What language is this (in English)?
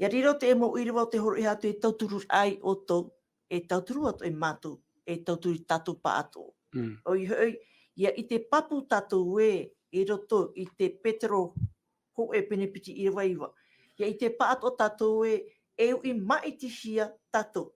Tahitian